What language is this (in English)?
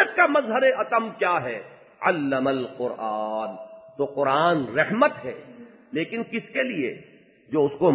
Urdu